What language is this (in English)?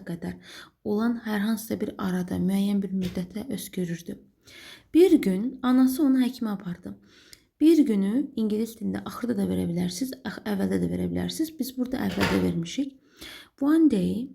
Azerbaijani